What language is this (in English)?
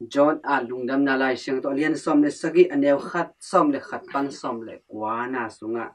Tedim Chin